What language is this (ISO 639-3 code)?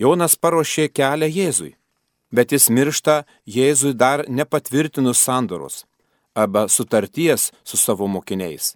lit